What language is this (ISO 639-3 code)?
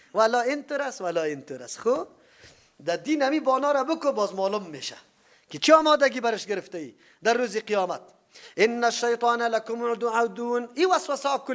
fas